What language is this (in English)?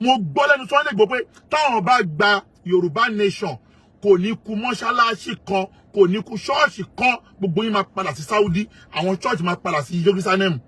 Yoruba